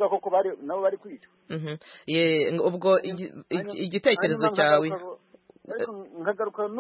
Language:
Kinyarwanda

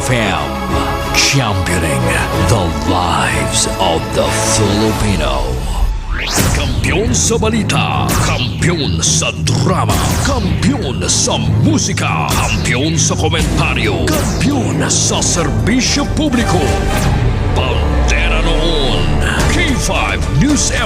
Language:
Hiligaynon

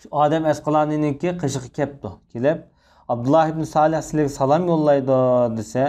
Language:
Uyghur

